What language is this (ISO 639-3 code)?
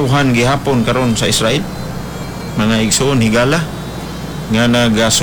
ceb